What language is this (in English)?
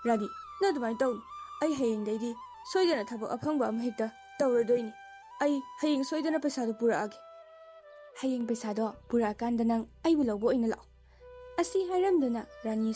Manipuri